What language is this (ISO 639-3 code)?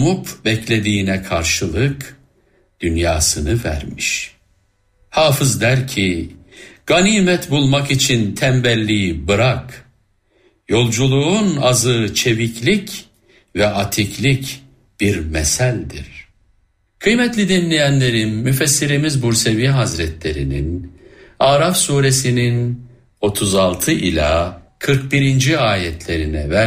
tur